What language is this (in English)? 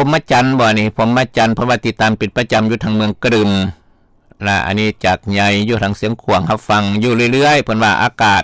Lao